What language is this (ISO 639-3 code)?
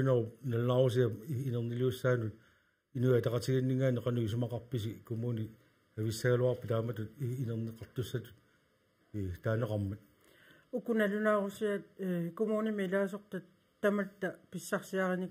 kal